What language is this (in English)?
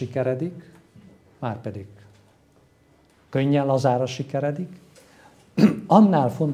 Hungarian